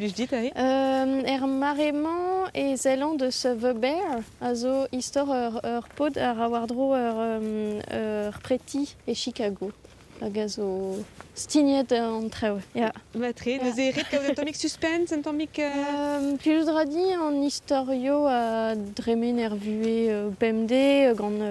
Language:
Breton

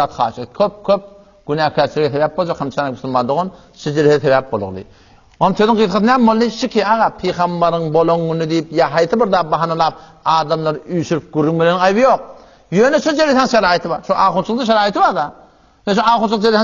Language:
Turkmen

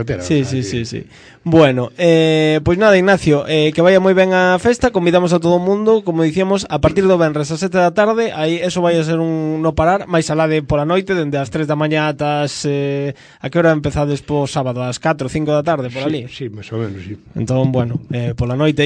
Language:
Galician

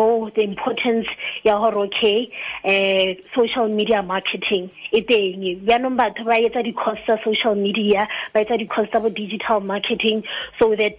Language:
Tswana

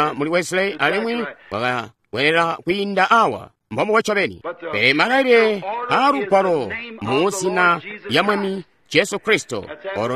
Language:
Tonga (Zambia)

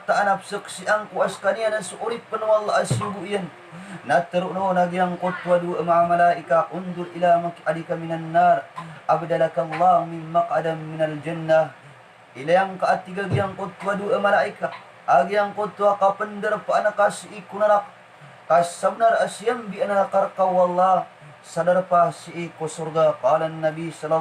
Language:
Maranao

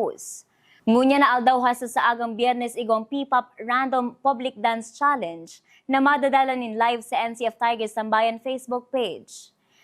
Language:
Bikol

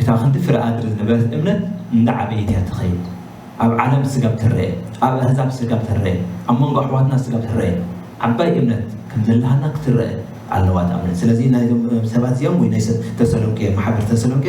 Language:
Tigrinya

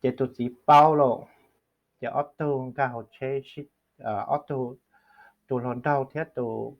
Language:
Hmong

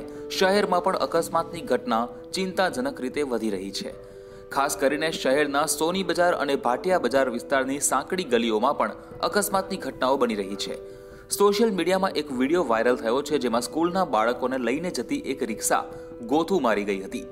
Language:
Gujarati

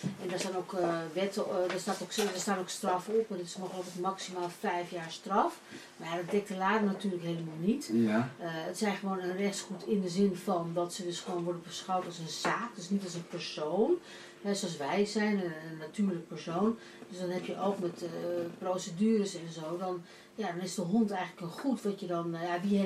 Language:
Dutch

